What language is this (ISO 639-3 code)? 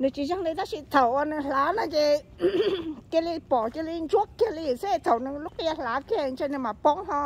hmn